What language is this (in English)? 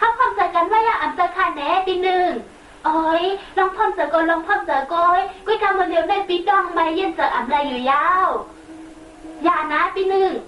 Shan